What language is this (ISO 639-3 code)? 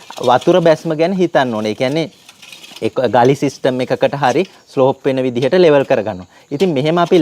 sin